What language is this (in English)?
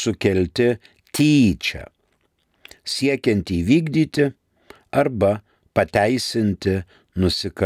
Lithuanian